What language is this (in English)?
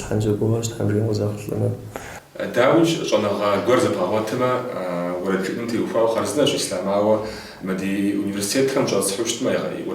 Kabardian